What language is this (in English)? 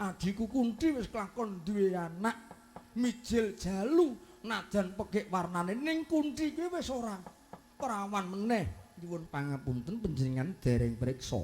Javanese